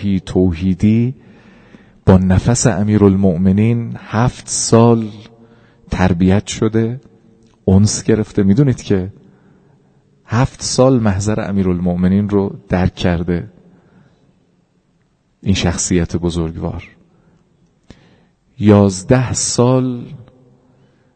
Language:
Persian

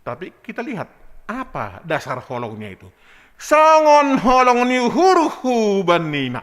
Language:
Batak Simalungun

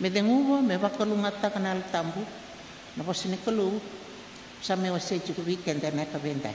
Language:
Fijian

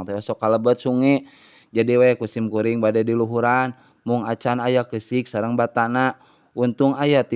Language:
Sundanese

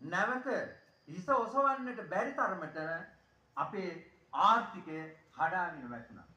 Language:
Sinhala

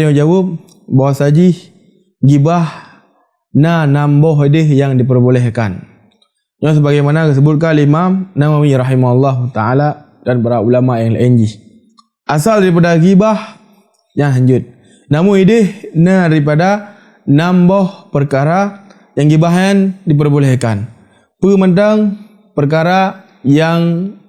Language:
Achinese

